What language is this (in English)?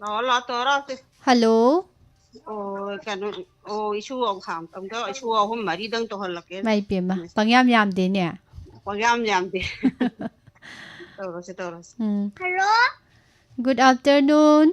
Manipuri